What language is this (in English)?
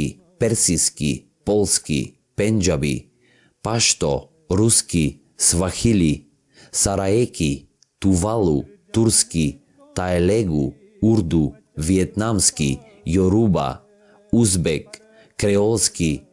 Macedonian